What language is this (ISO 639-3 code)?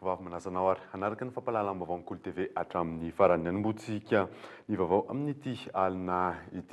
mlg